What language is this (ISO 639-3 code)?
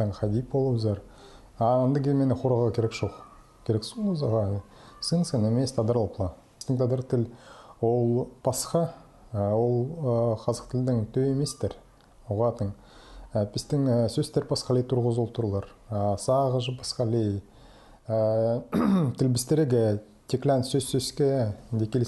kjh